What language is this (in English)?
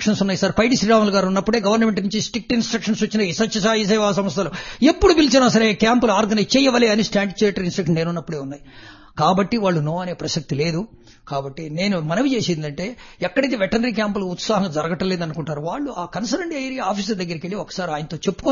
Telugu